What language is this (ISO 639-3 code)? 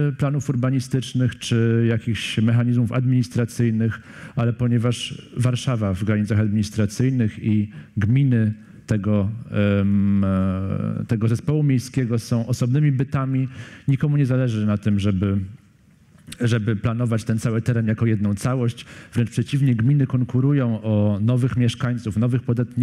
pol